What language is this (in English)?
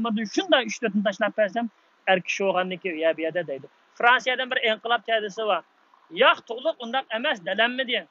Uyghur